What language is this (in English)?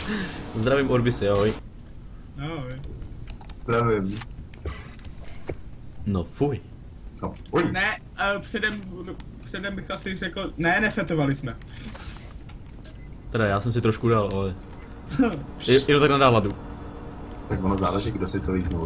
Czech